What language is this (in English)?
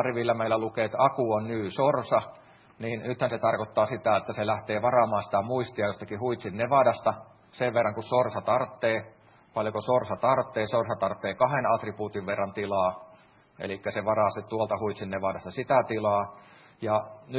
Finnish